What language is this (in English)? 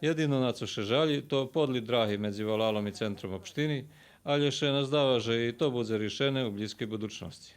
Rusyn